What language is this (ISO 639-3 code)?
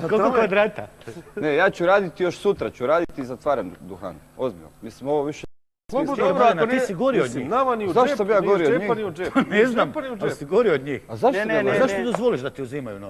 hrv